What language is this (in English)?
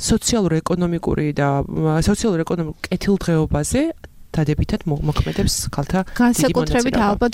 Georgian